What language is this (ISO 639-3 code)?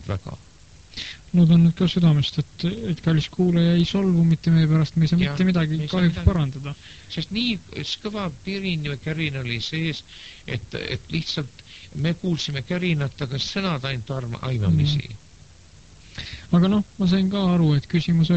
est